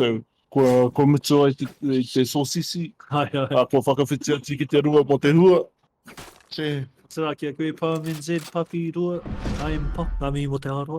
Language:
Māori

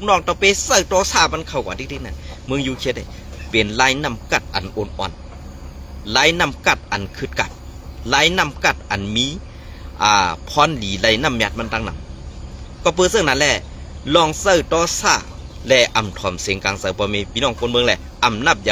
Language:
Shan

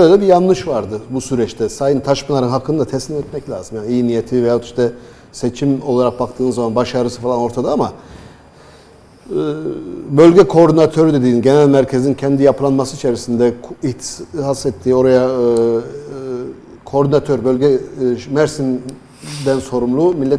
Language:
Turkish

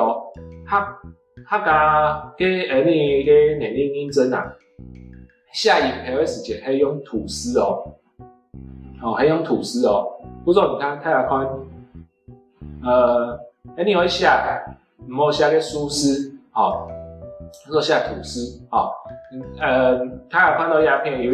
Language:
Hakka Chinese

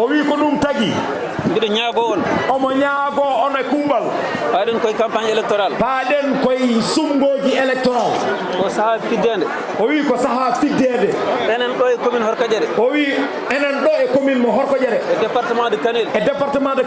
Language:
Fula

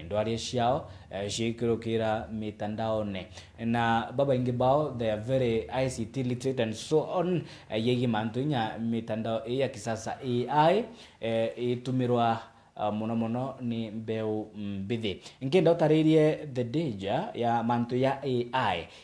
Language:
Meru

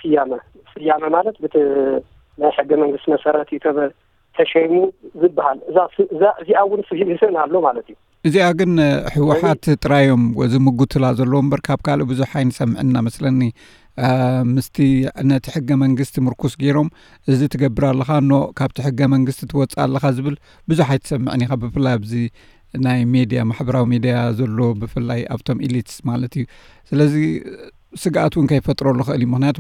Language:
Tigrinya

